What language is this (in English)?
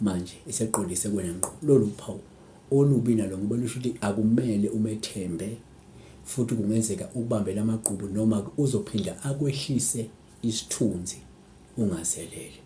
Zulu